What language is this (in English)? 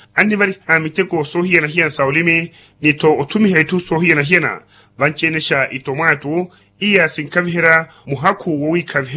Makhuwa